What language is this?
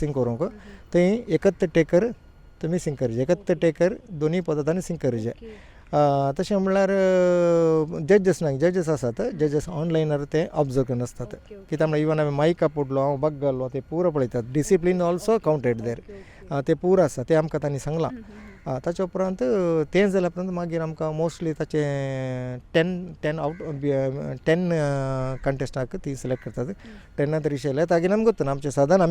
Konkani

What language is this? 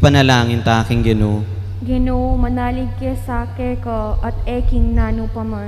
Pampanga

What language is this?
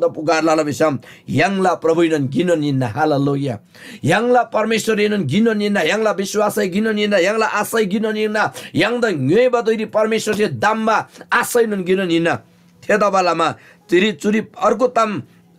Eastern Tamang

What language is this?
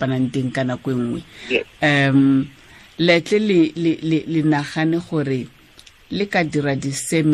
Tswana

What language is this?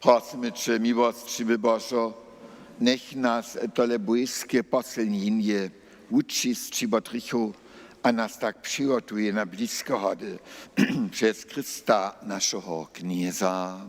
Upper Sorbian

